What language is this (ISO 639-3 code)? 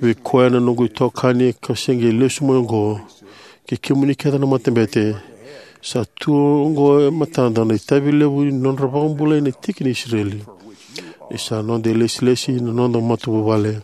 fij